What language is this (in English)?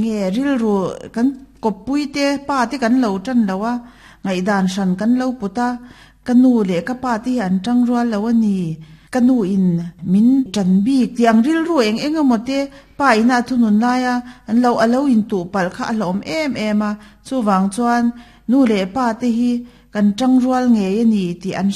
Mizo